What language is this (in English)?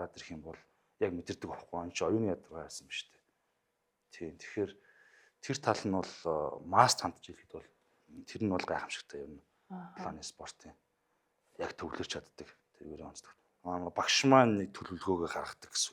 Mongolian